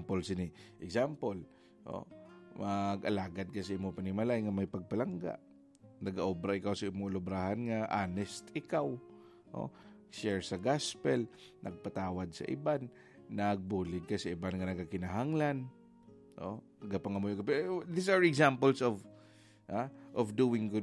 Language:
Hiligaynon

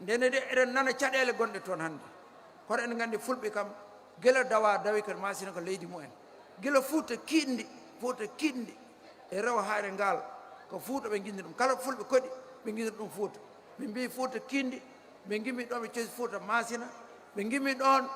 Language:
Fula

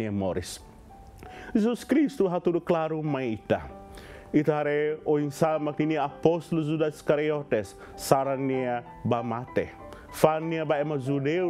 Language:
Tetum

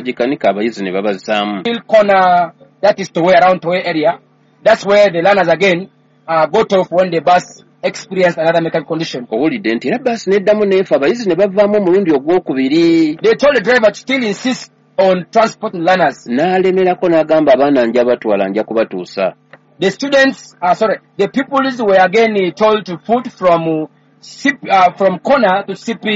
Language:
Ganda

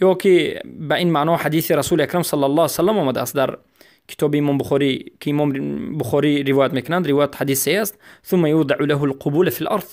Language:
Tajik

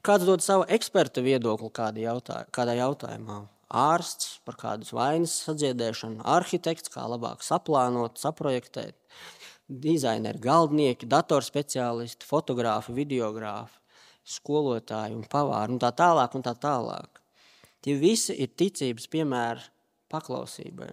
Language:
Latvian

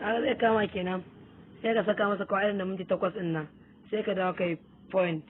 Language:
Hausa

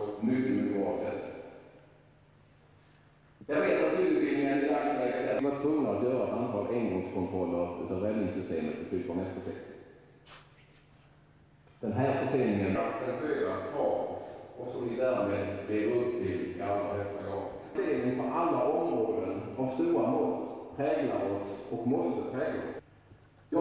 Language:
Swedish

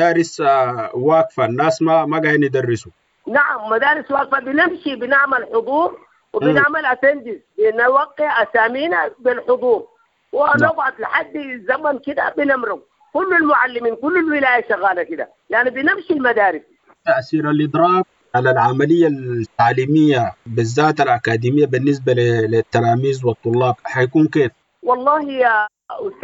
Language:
Sudanese Arabic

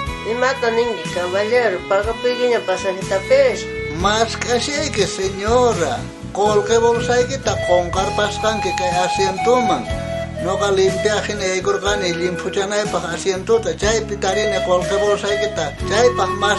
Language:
South Bolivian Quechua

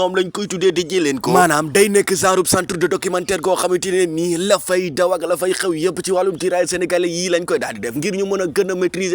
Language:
Wolof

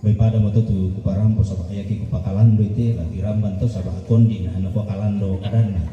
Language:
Toraja-Sa'dan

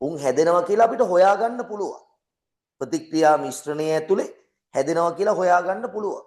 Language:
Sinhala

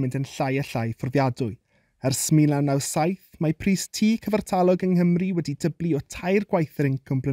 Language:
Welsh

